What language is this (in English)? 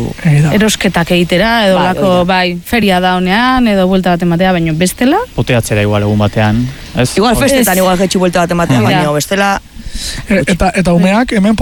Basque